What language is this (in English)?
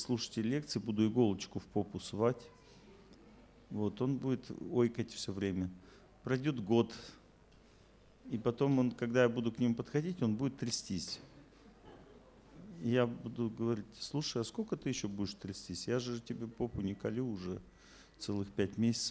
Russian